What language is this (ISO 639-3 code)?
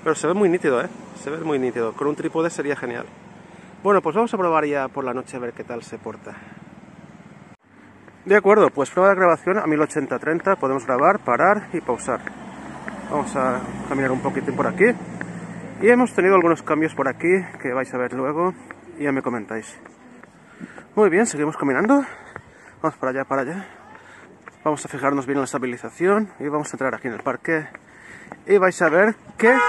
spa